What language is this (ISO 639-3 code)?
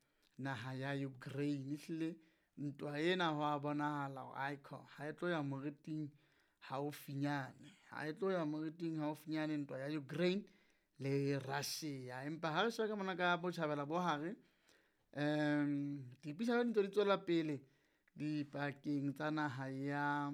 sot